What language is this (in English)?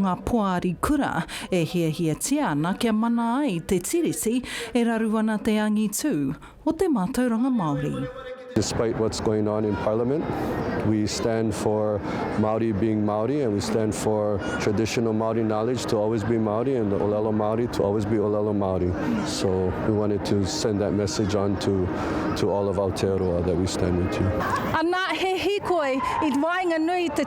Māori